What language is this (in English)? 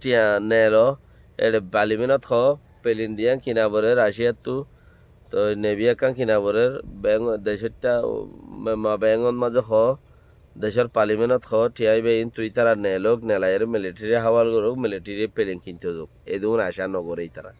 Rohingya